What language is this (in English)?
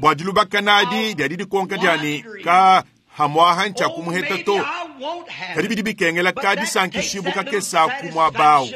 Luba-Lulua